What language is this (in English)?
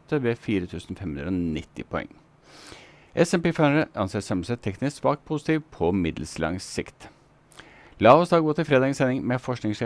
Norwegian